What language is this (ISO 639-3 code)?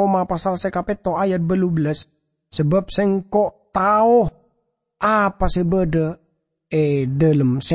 mad